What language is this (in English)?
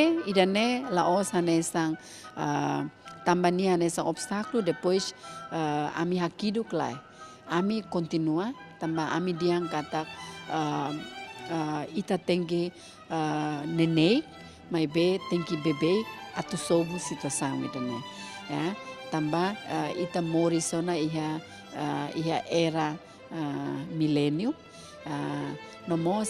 Tetum